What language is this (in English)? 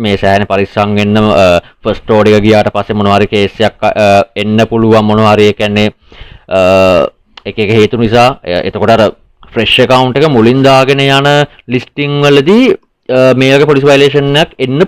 Sinhala